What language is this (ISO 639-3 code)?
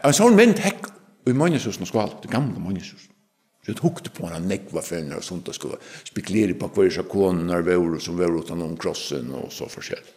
fao